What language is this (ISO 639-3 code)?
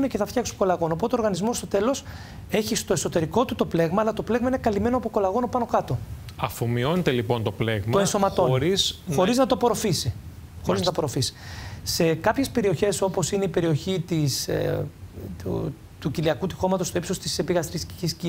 ell